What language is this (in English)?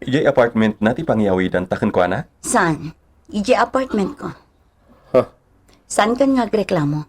Iloko